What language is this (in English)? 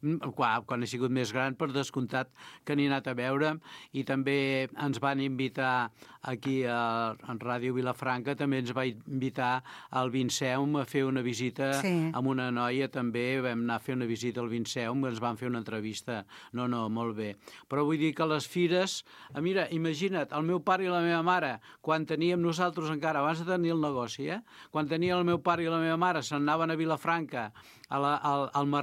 Catalan